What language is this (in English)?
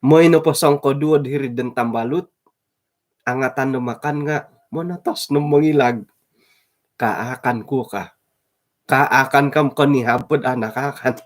Central Dusun